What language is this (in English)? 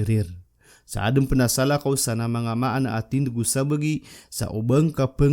Maranao